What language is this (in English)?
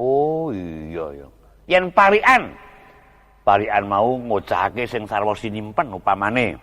Javanese